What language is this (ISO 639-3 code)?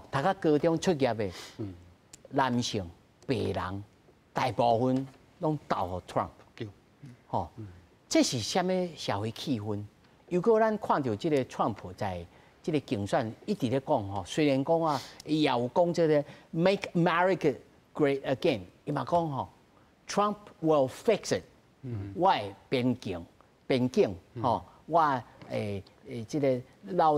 nan